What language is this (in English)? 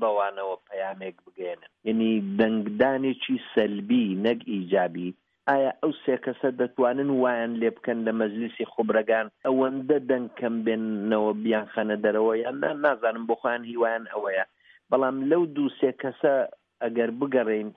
Central Kurdish